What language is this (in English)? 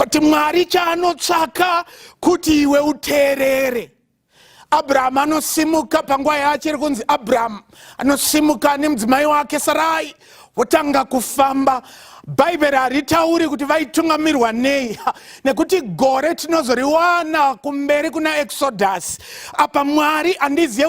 Shona